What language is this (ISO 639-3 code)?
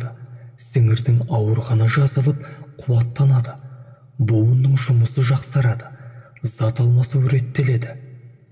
kaz